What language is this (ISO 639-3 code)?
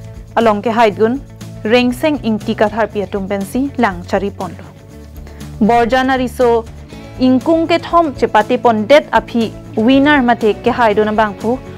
mjw